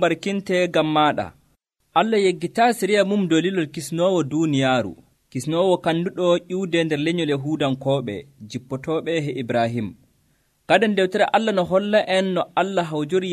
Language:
Nigerian Fulfulde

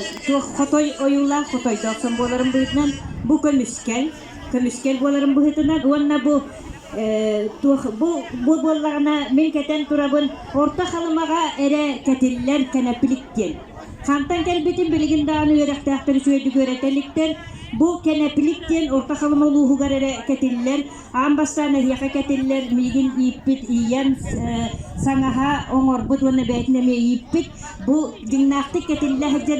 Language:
Yakut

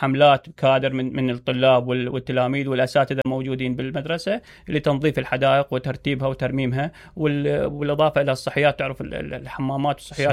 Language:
Mesopotamian Arabic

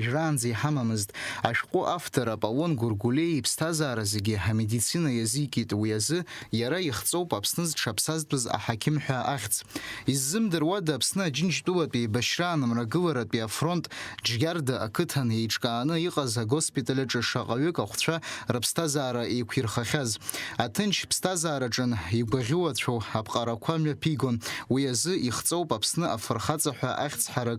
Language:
Abkhazian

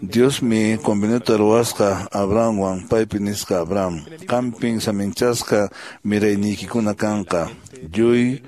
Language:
Quechua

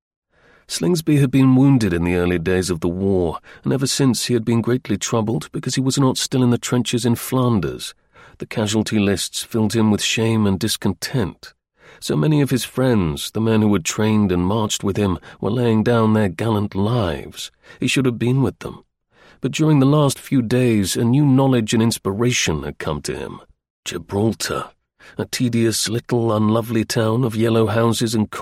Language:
English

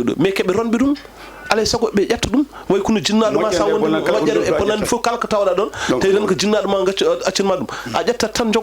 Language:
Fula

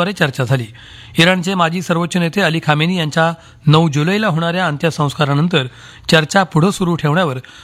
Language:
Marathi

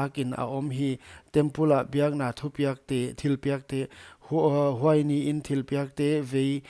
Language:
Paite Chin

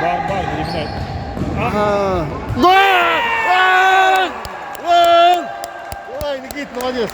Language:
Yakut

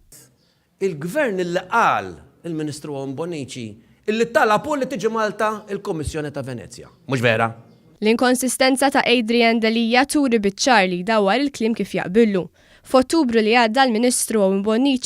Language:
Maltese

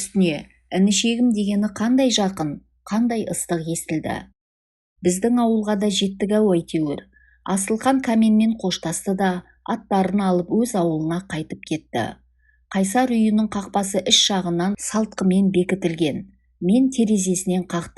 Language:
Kazakh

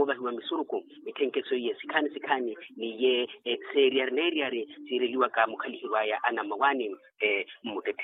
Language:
Makhuwa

